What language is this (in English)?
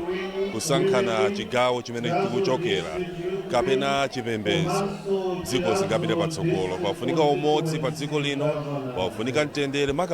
Nyanja